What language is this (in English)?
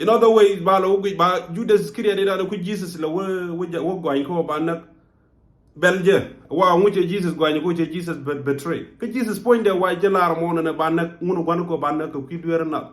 Nuer